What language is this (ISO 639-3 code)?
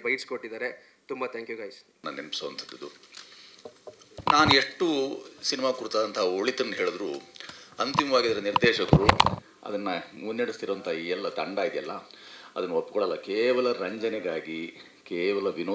kan